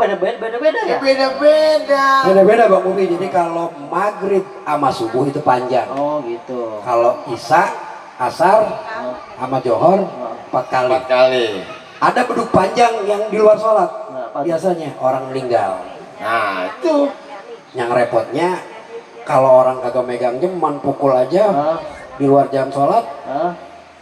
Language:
Betawi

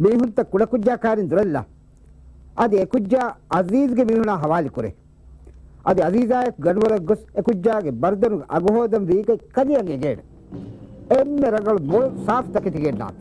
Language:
Divehi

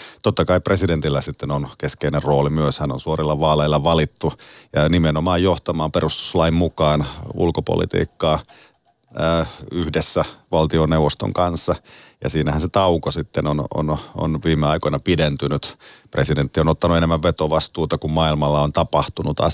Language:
Finnish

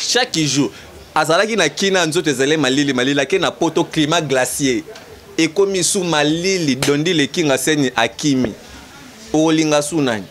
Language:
Lingala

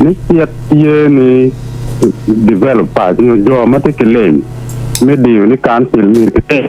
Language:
Acoli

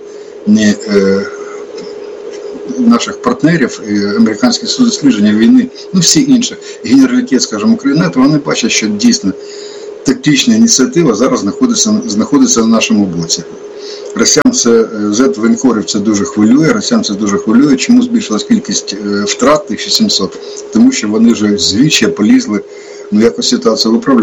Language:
Ukrainian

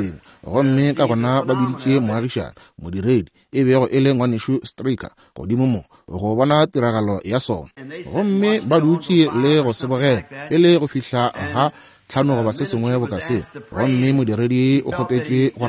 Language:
Northern Sotho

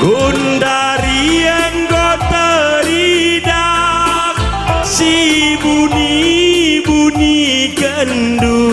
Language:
Batak Karo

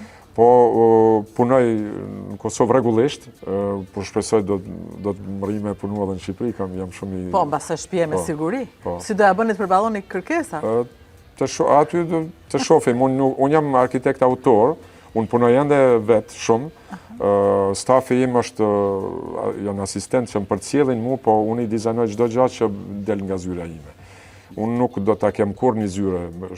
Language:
Albanian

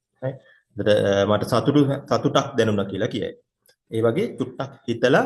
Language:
Sinhala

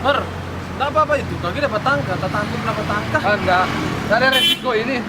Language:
Manado Malay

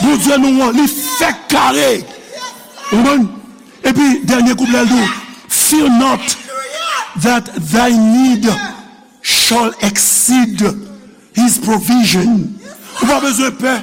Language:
Haitian Creole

